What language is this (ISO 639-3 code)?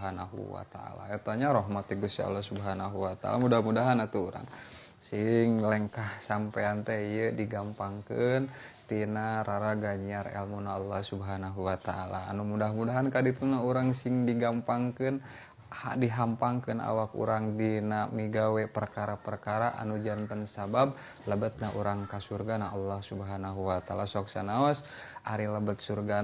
sun